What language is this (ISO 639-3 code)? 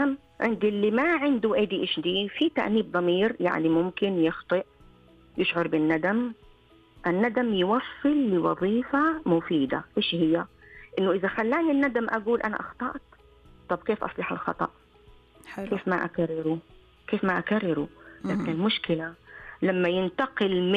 ars